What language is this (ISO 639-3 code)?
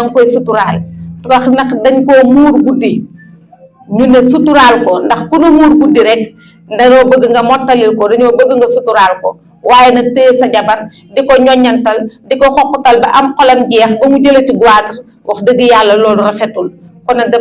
wol